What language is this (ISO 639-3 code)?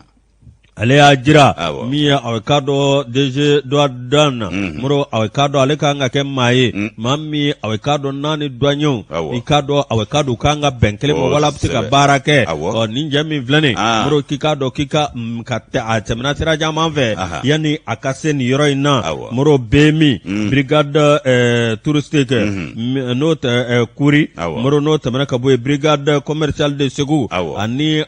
bam